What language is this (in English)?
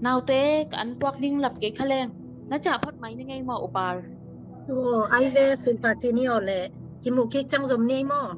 Tedim Chin